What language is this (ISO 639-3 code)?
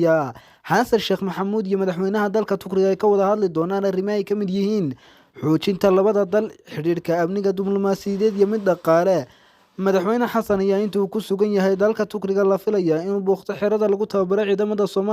som